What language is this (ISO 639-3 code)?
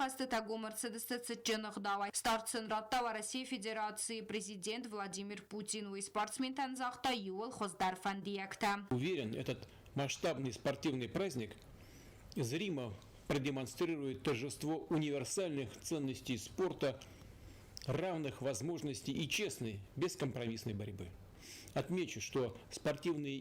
oss